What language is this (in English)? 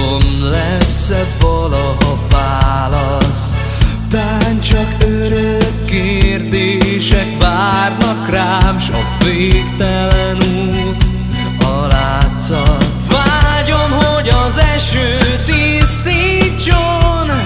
Hungarian